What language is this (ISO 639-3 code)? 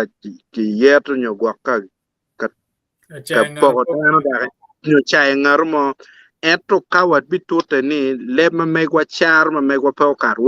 ach